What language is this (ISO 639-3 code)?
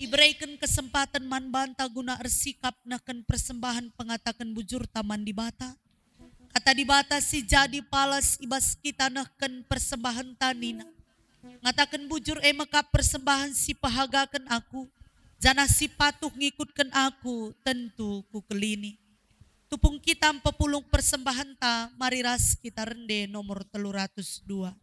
btx